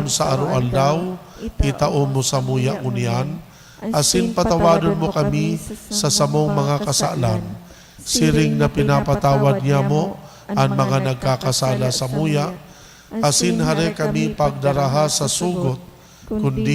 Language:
Bikol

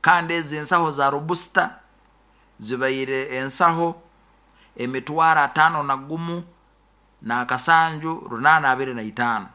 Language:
Nyoro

